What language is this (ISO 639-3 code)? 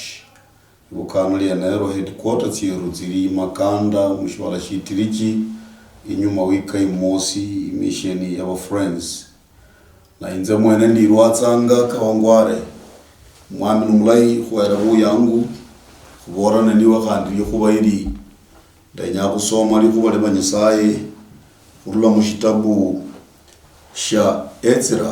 luy